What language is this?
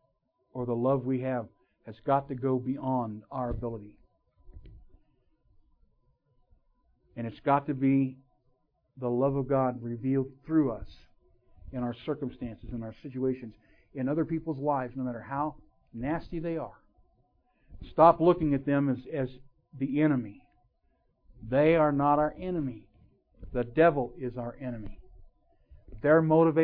English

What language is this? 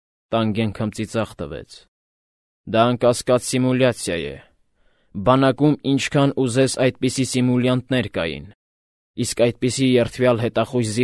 Armenian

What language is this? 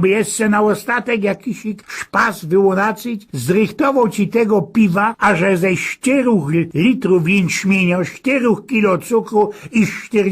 Silesian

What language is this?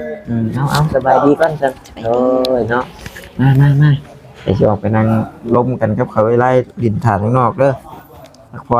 Northeastern Thai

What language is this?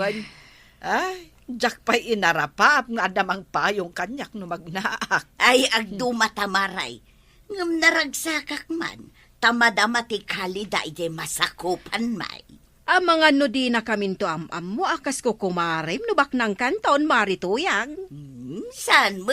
Iloko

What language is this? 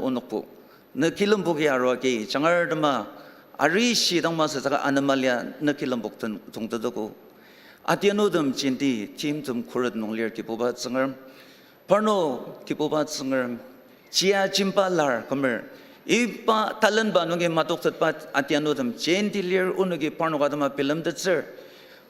Ao Naga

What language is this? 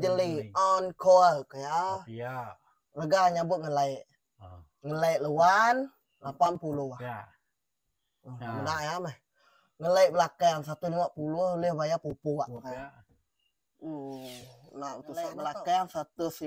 Iban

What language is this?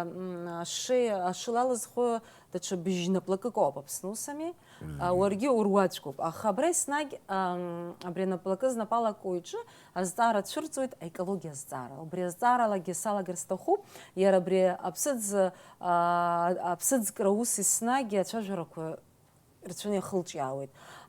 Abkhazian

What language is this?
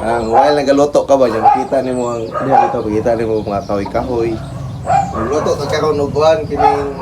Cebuano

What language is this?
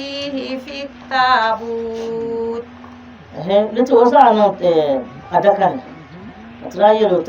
Dagbani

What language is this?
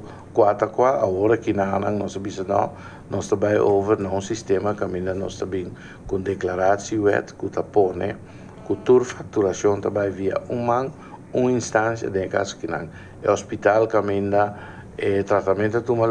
Portuguese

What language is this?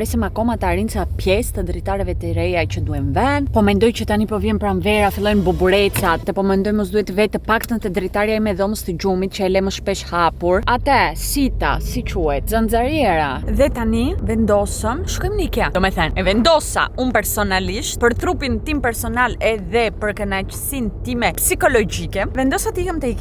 Albanian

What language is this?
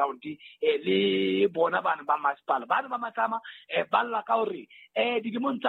Southern Sotho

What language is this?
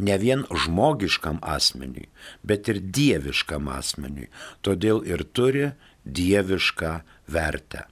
Lithuanian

